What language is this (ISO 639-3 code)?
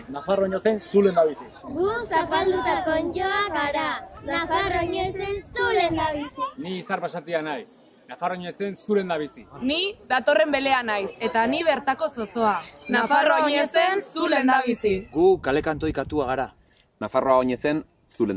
eus